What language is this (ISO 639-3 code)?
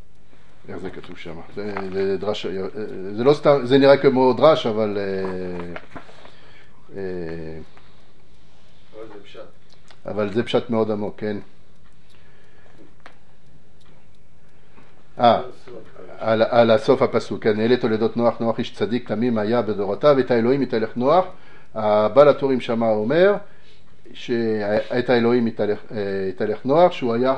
heb